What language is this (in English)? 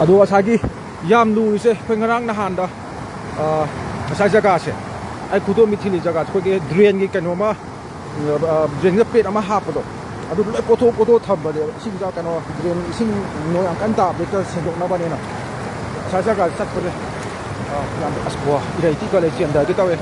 Manipuri